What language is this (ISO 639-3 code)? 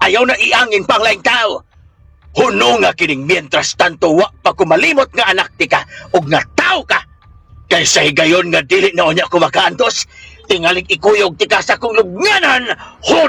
ceb